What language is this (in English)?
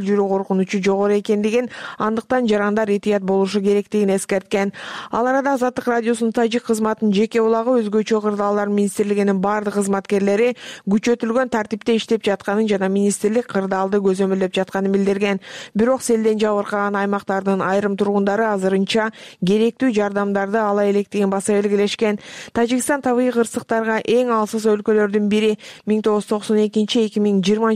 Kyrgyz